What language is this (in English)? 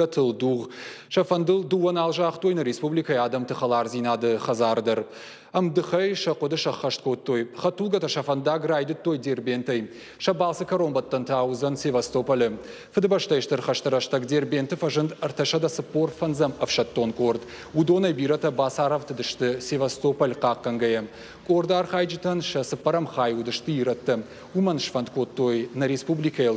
Ossetic